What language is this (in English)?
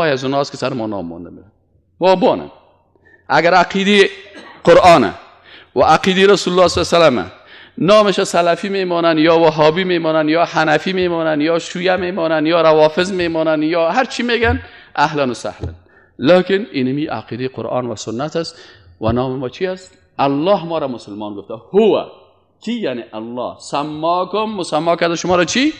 Persian